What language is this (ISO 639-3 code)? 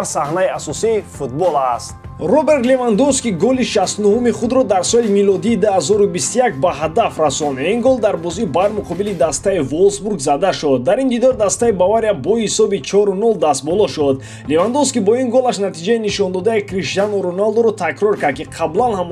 tgk